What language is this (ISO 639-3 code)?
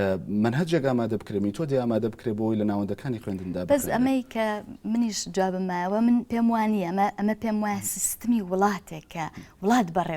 ckb